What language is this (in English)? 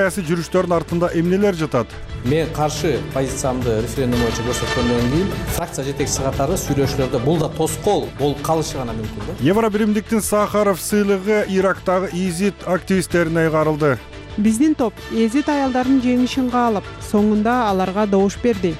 Kyrgyz